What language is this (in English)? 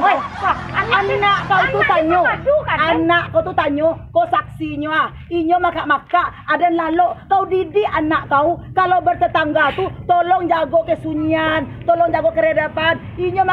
Minangkabau